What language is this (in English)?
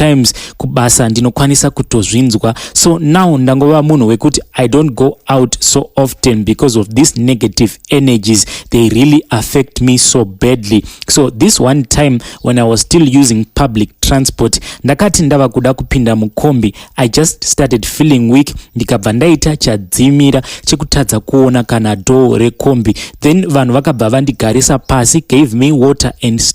Shona